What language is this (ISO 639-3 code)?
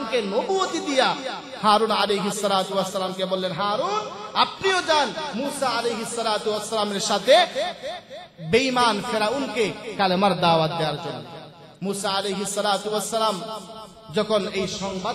ben